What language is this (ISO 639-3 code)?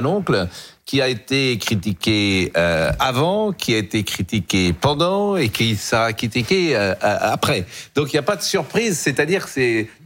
fra